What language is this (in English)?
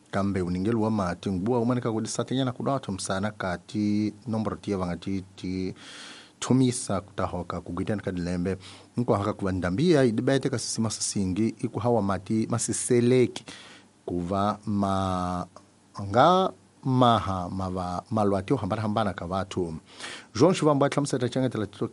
Tsonga